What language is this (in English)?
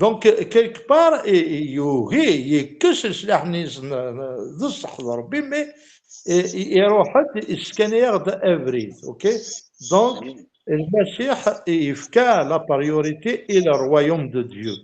Kabyle